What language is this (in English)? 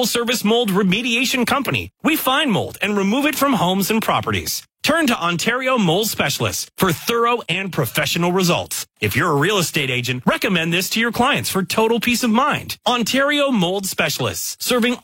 English